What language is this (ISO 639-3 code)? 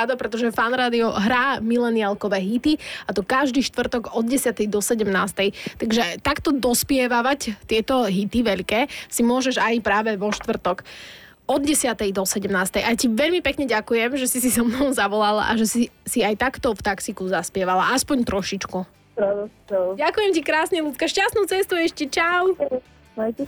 slk